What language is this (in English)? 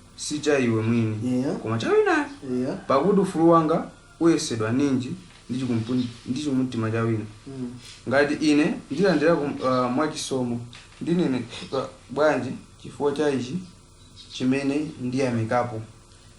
Nyanja